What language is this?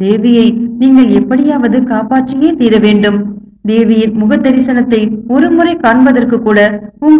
Tamil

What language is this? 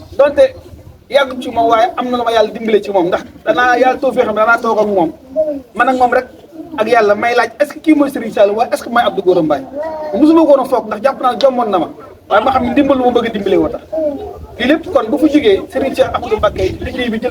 Wolof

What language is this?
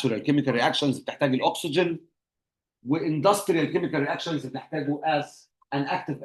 Egyptian Arabic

